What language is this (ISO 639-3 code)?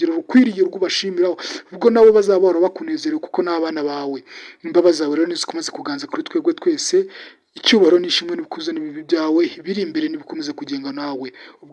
kin